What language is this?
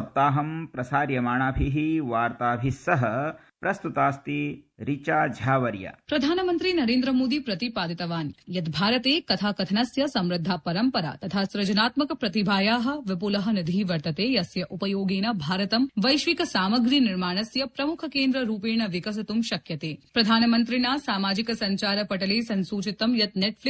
Sanskrit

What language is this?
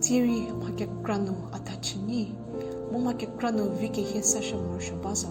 Angami Naga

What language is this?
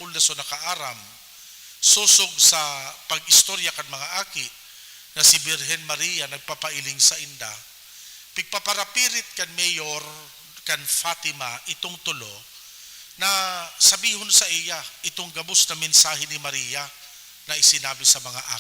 Bikol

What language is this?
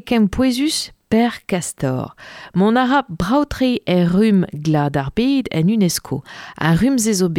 Breton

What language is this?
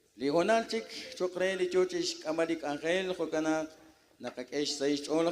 Kekchí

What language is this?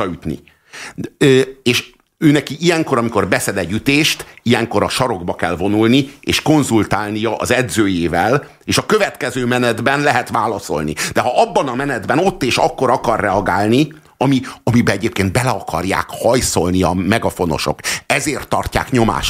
Hungarian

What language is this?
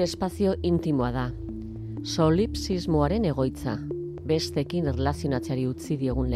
Basque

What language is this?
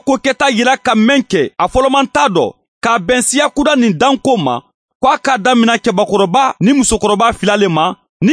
Bambara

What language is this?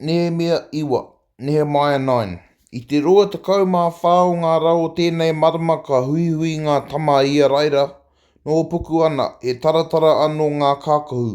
Māori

